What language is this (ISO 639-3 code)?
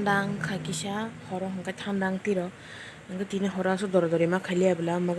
trp